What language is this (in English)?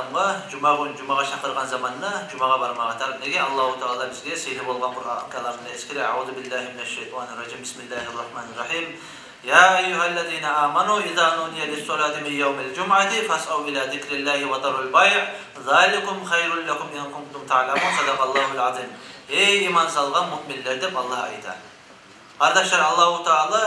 Kumyk